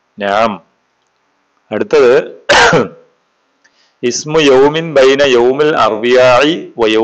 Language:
Malayalam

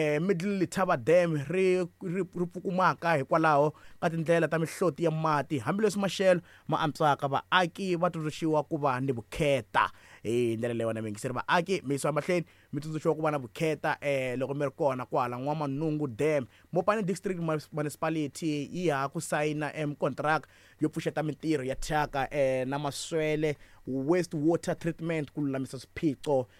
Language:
Tsonga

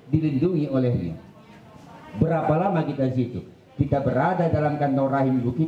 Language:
Indonesian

